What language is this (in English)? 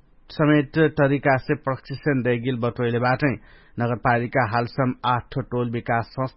Dangaura Tharu